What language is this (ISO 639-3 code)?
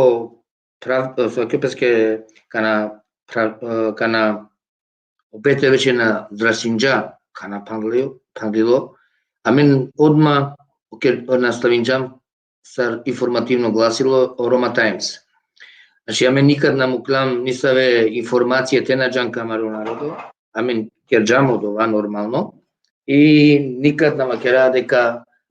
rmn